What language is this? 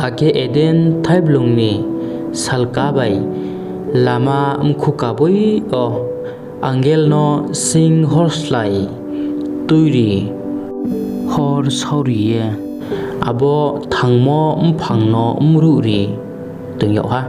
Riang (India)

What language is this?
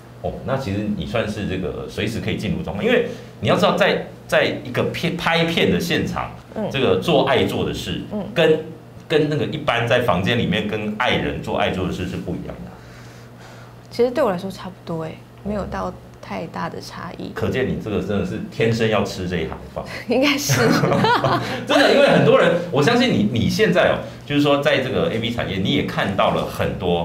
Chinese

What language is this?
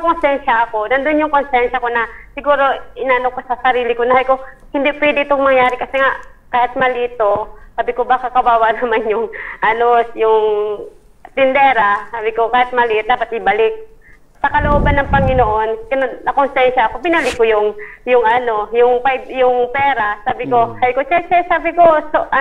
Filipino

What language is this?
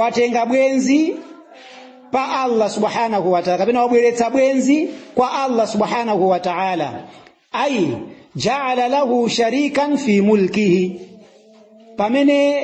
Nyanja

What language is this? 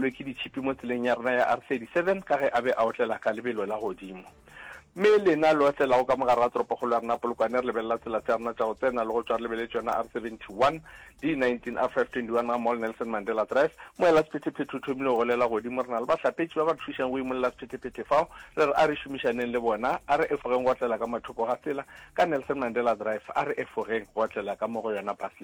Northern Sotho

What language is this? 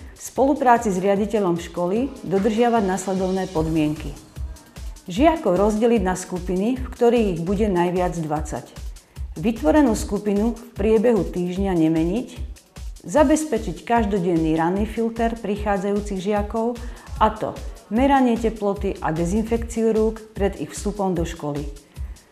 Slovak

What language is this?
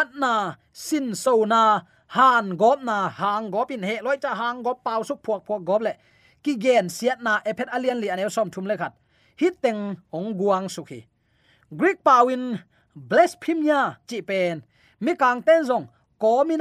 Tedim Chin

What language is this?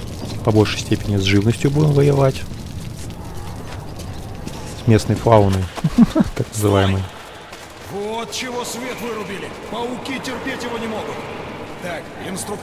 Russian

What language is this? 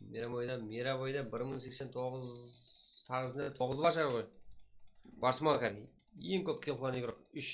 Kara-Kalpak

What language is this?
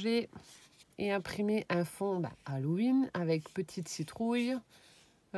French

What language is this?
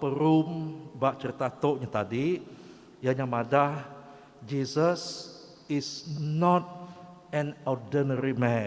Iban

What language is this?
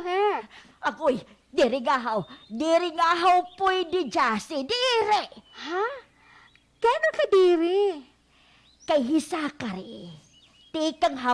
Waray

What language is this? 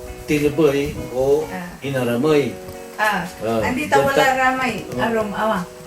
Pangasinan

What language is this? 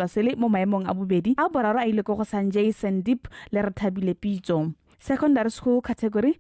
Tswana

